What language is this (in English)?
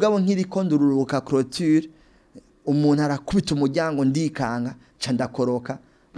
Rundi